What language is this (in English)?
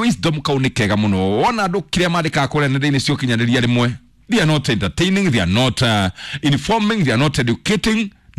Kikuyu